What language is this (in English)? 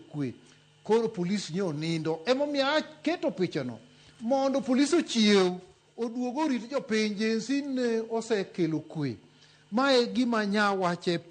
Luo (Kenya and Tanzania)